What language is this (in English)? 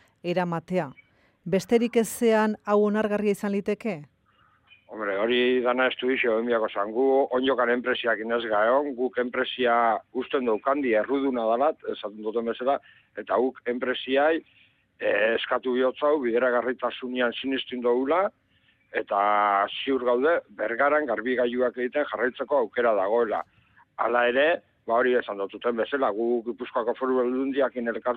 Basque